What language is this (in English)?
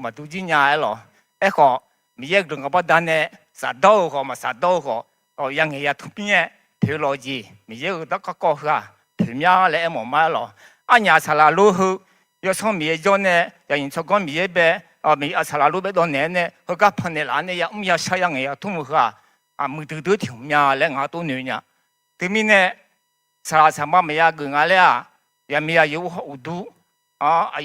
Akha